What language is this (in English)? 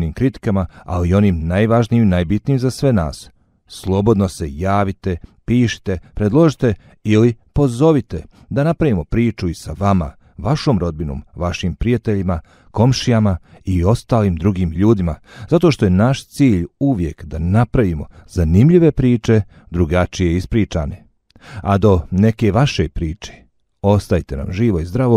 Bosnian